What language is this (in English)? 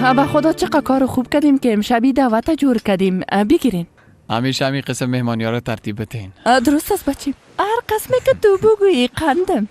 Persian